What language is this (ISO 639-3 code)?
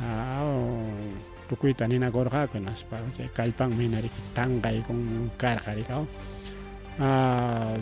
quy